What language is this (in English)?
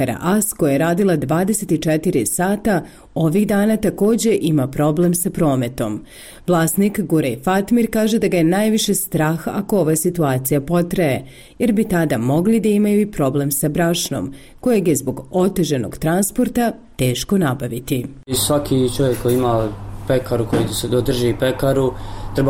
Bosnian